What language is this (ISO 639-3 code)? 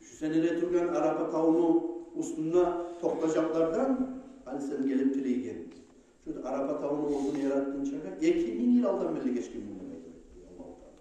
kum